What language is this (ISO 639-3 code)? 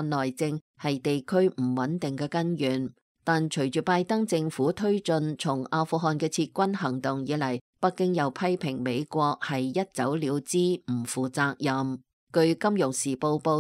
yue